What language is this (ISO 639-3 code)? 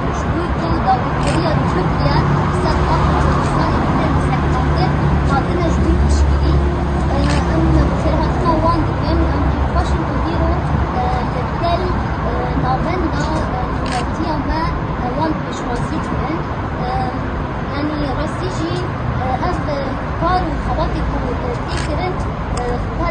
kur